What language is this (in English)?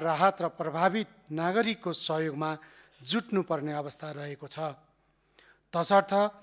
Nepali